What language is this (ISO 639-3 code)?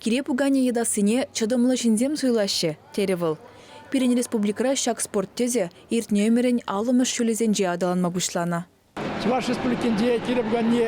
chv